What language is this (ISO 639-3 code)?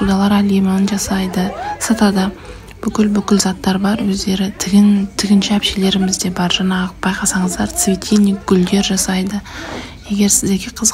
kaz